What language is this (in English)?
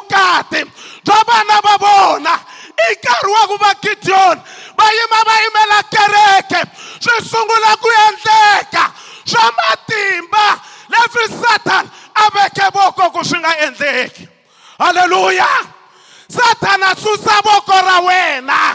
Tsonga